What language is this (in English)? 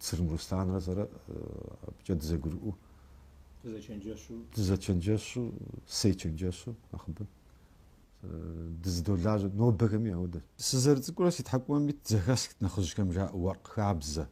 Kabardian